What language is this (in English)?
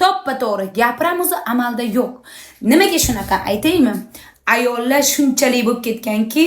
Uzbek